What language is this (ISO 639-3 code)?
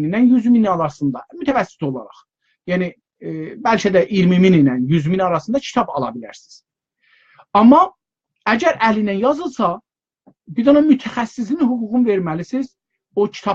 azb